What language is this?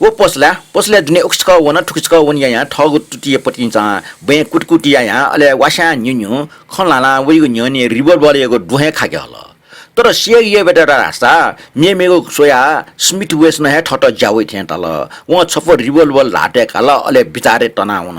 Newari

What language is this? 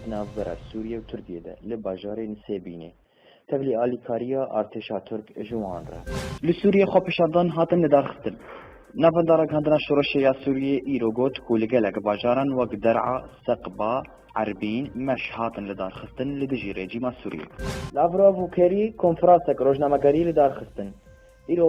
Kurdish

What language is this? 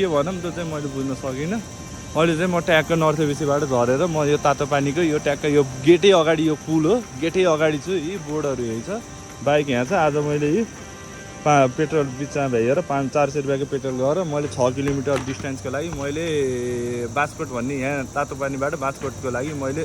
Nepali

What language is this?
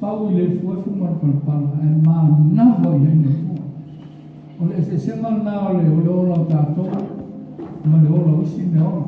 Samoan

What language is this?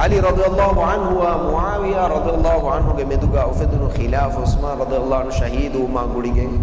Divehi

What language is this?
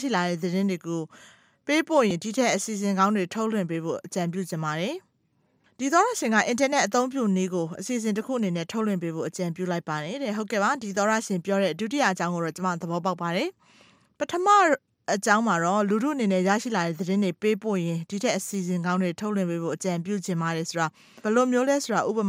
Burmese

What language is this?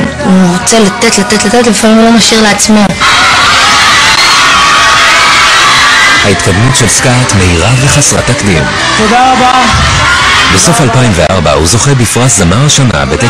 Hebrew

